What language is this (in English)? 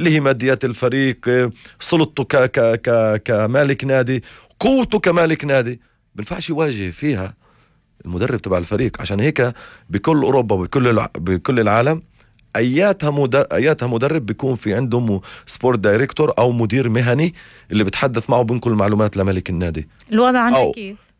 North Levantine Arabic